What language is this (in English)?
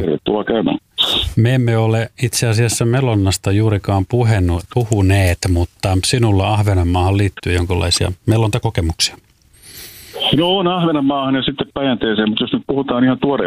Finnish